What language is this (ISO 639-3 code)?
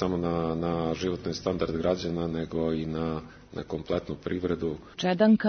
srp